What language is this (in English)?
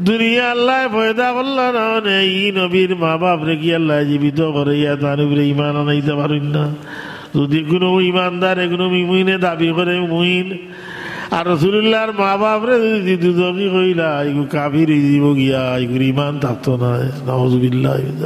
Sylheti